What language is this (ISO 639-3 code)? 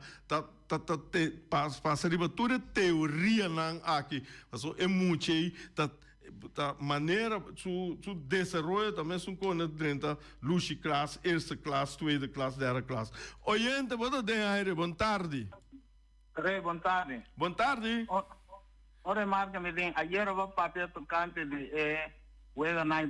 pap